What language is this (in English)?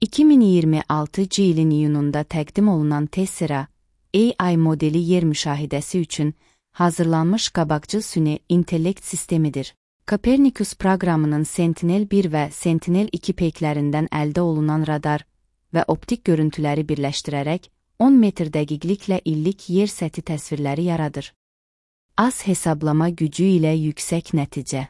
Azerbaijani